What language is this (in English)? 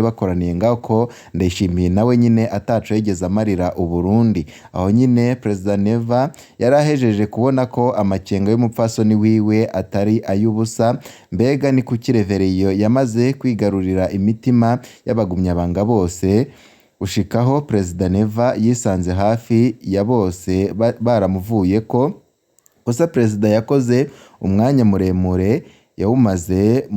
Rundi